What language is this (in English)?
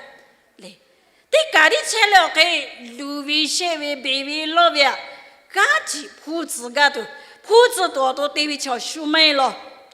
Lahu